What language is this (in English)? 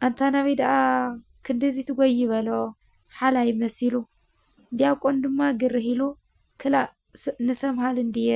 Tigrinya